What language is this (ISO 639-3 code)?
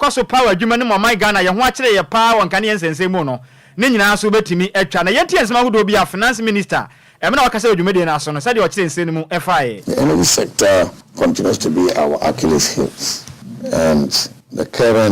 aka